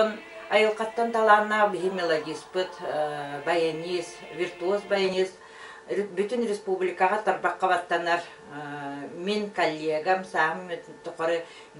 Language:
Yakut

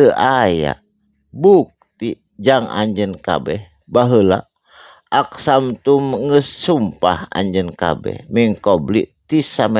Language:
Sundanese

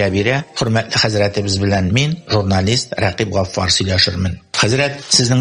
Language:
Tatar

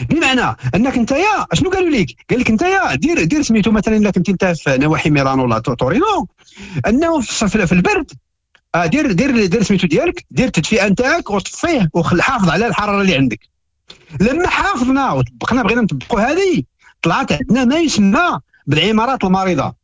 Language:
Moroccan Arabic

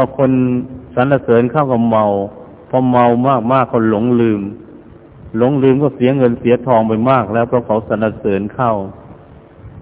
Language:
Thai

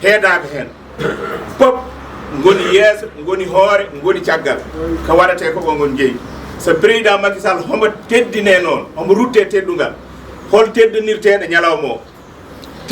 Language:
Fula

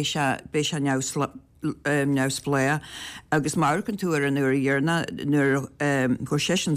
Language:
Irish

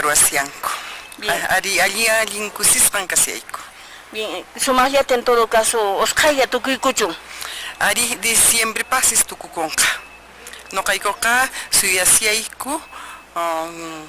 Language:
Quechua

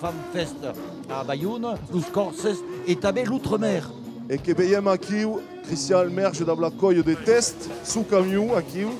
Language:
Occitan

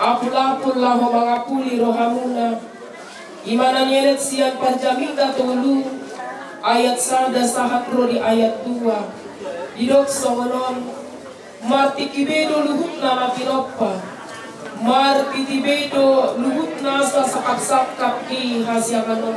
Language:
Batak Toba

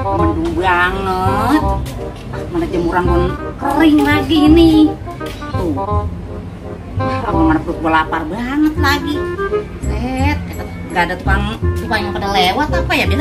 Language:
Betawi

